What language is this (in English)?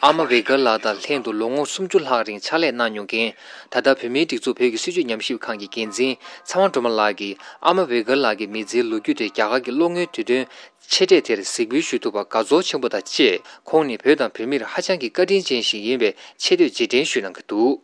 Tibetan